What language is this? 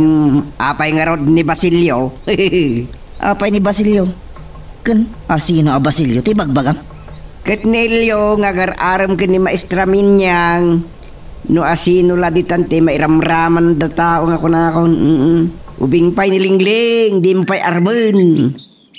Iloko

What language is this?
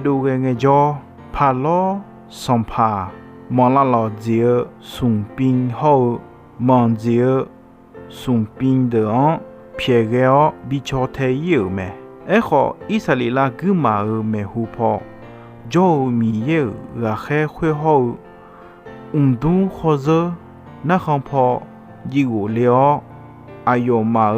Akha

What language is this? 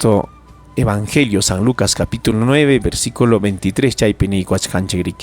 Ayacucho Quechua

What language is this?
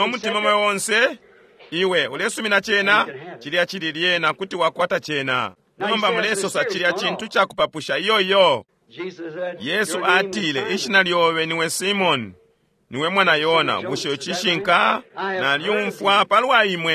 Bemba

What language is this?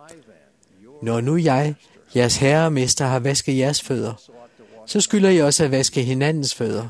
Danish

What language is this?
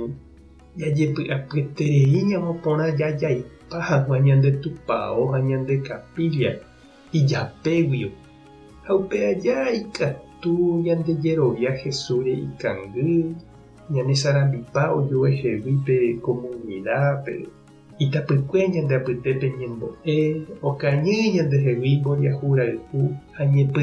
Guarani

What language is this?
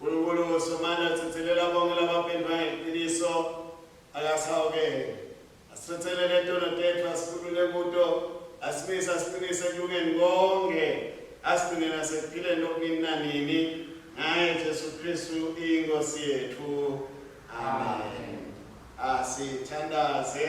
Swati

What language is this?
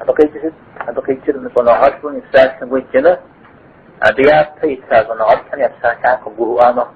Kabardian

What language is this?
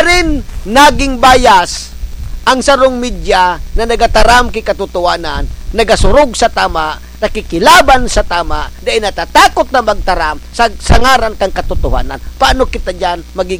Bikol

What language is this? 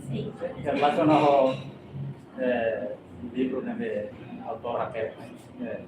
Tetum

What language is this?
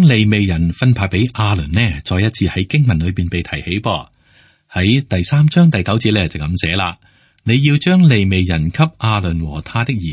Cantonese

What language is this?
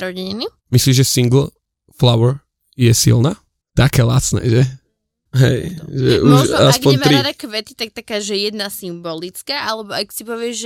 Slovak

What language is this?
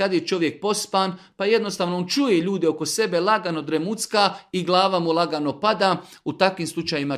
Bosnian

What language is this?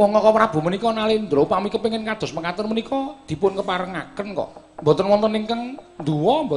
Javanese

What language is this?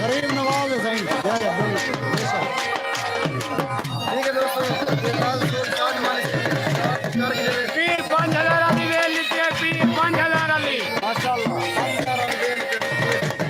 Saraiki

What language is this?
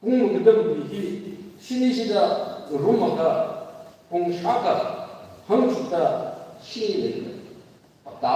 Tangkhul Naga (India)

